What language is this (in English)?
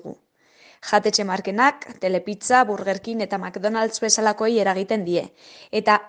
Basque